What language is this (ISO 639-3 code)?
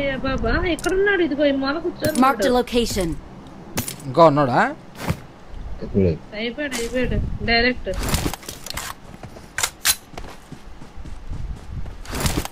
tel